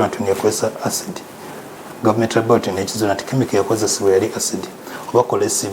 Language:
Ganda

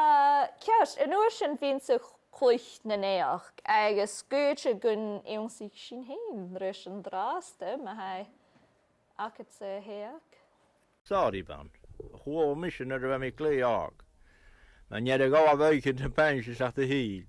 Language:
Scottish Gaelic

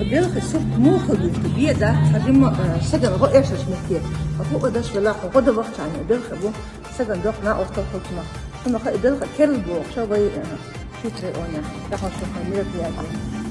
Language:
Chechen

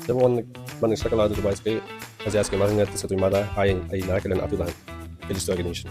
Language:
Yakut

